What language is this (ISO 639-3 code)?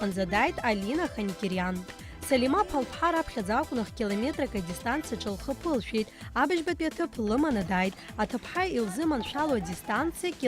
abk